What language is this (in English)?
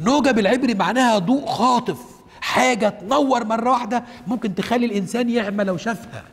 Egyptian Arabic